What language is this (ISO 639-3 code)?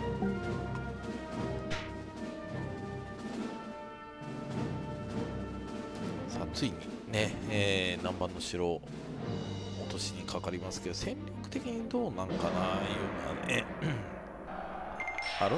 jpn